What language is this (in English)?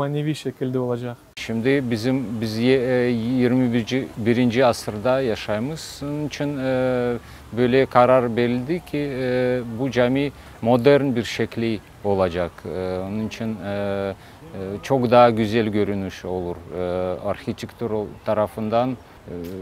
Crimean Tatar